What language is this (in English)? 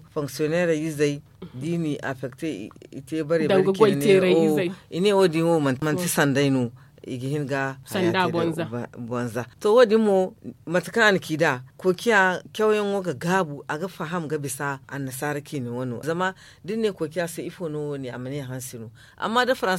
Zarma